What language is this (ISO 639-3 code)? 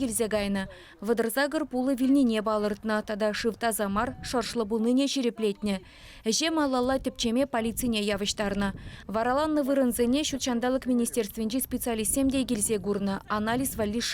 chv